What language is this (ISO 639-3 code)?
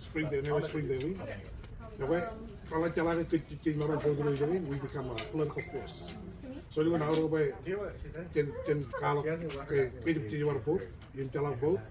mah